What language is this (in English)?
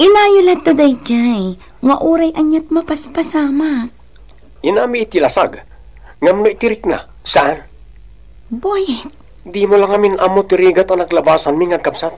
Iloko